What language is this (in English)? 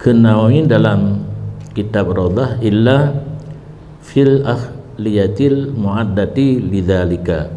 Achinese